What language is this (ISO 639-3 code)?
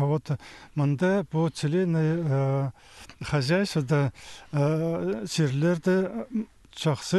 kjh